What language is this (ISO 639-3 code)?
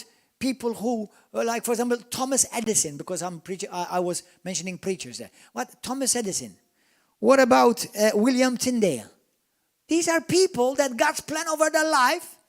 eng